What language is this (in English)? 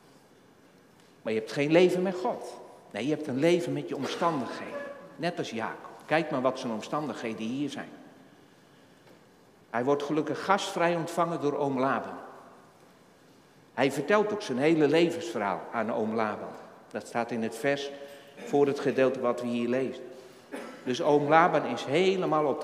Dutch